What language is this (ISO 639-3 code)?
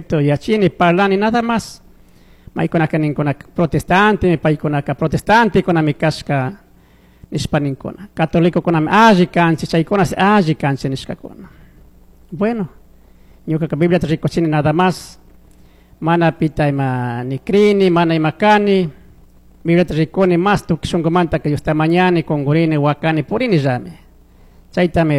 qug